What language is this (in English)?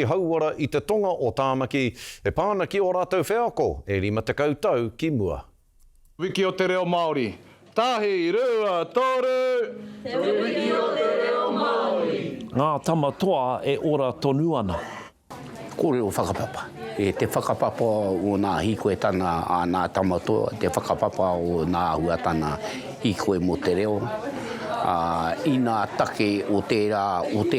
Māori